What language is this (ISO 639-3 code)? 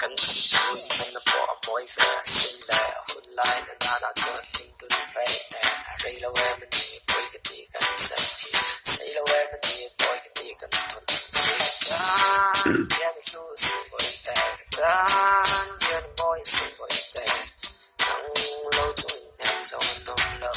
lus